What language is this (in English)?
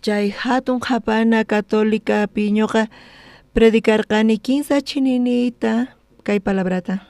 South Bolivian Quechua